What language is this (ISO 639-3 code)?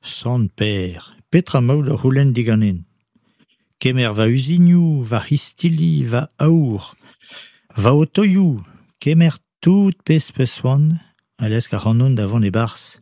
bre